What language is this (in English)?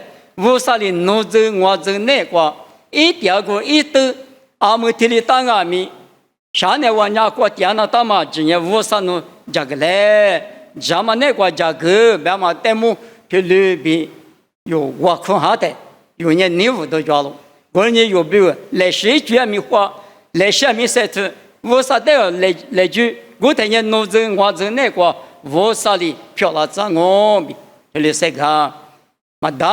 Lisu